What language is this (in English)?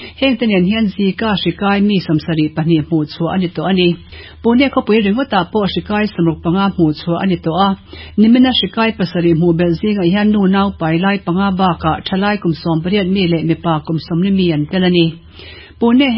Mizo